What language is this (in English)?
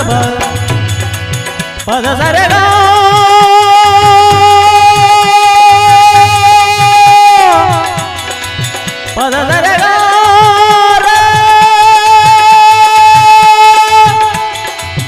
Telugu